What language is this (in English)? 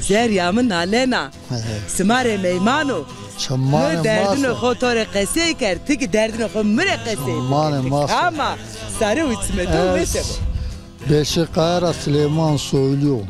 Zaza